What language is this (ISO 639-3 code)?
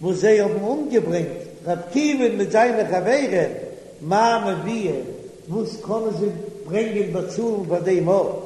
yid